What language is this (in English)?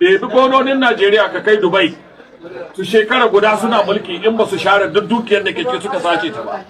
Hausa